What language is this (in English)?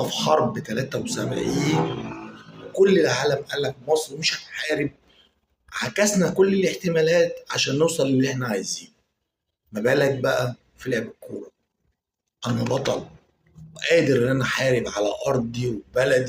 Egyptian Arabic